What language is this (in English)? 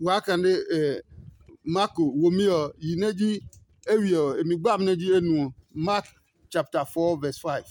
Adangme